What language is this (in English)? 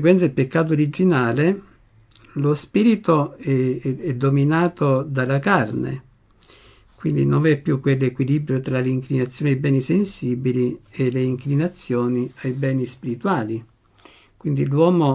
Italian